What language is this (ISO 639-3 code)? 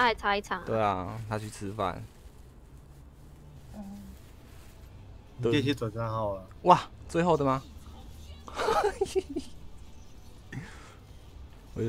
zho